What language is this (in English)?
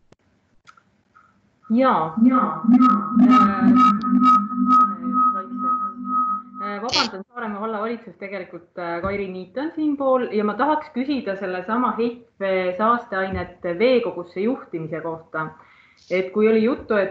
Estonian